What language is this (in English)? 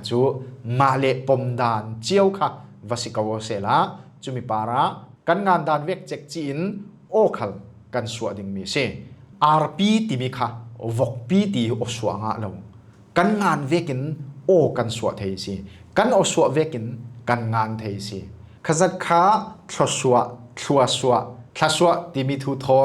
Falam Chin